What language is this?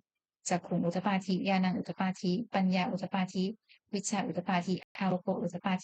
Pali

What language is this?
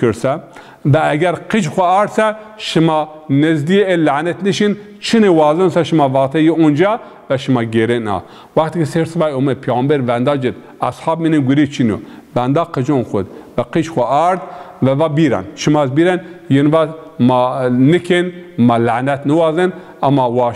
Zaza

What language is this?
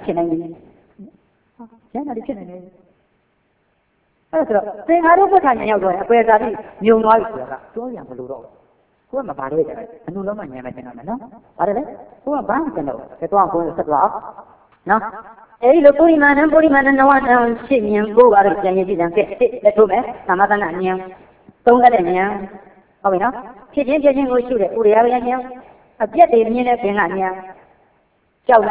Burmese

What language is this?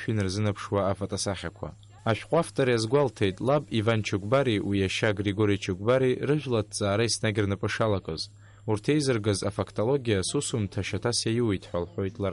Abkhazian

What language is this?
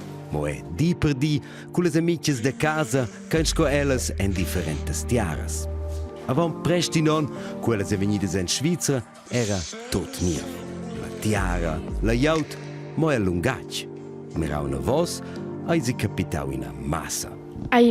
Romansh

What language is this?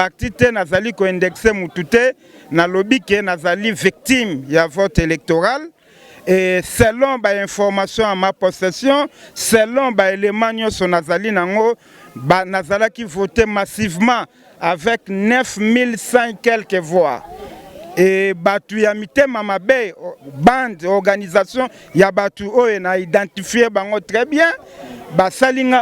Lingala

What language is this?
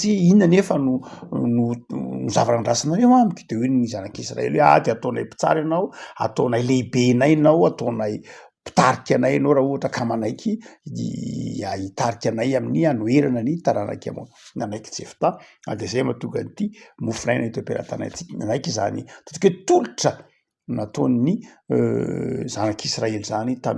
Malagasy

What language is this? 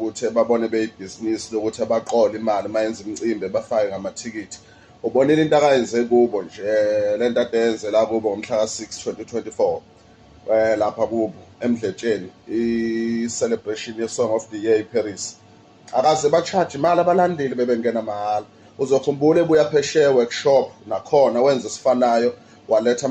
Zulu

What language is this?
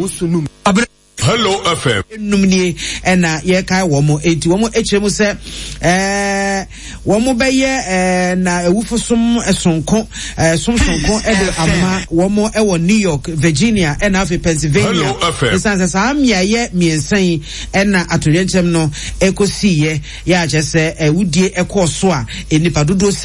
Akan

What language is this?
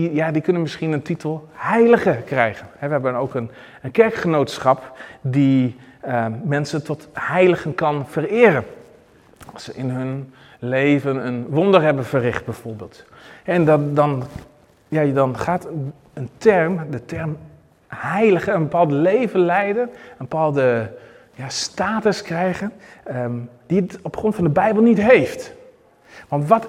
Dutch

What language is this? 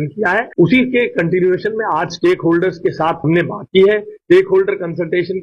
Hindi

